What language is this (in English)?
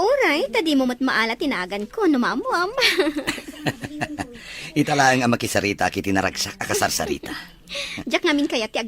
Iloko